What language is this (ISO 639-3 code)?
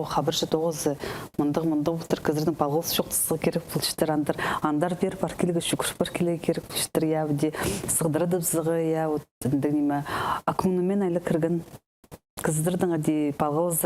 kjh